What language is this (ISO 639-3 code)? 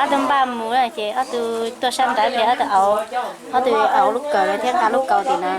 hmn